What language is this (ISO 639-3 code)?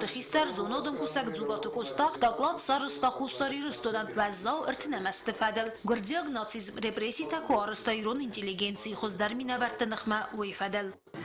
oss